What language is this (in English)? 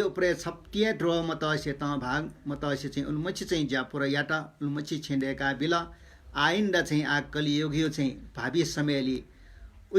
Newari